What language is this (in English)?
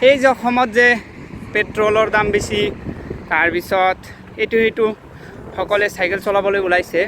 Assamese